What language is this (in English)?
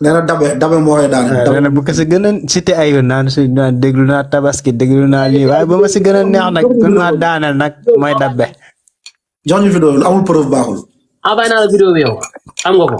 Wolof